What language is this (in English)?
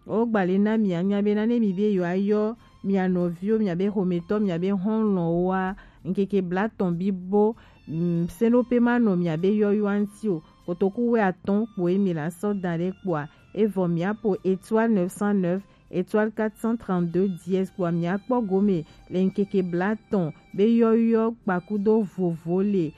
Gen